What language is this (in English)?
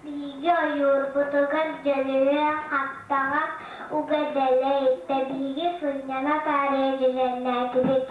Yakut